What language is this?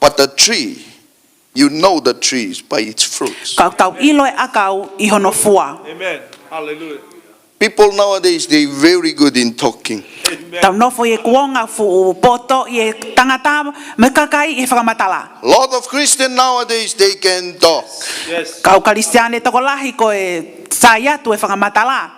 Tongan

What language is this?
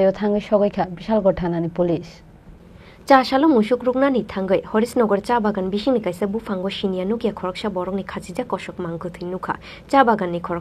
Kok Borok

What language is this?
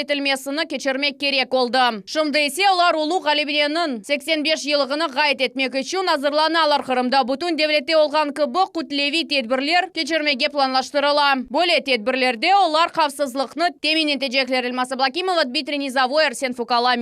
Crimean Tatar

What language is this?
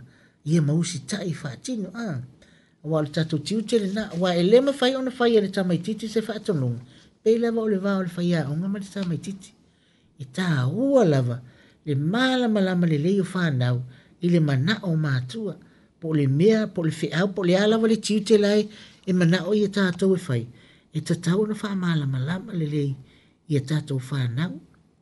Samoan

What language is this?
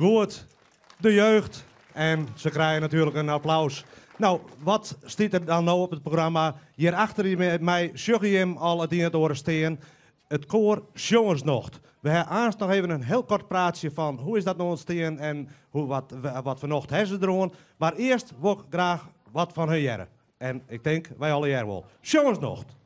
Western Frisian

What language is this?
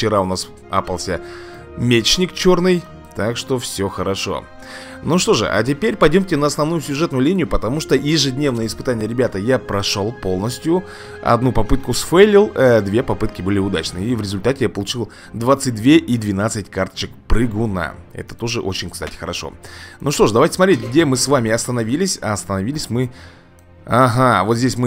Russian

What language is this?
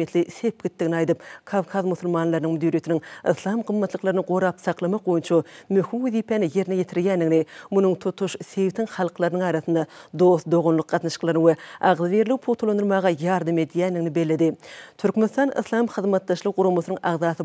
Turkmen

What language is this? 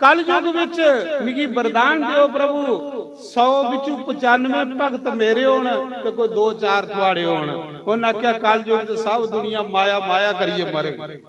Dogri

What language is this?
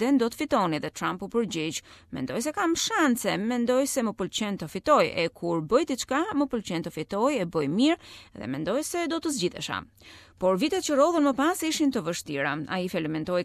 Albanian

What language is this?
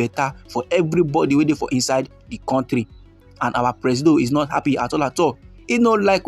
Nigerian Pidgin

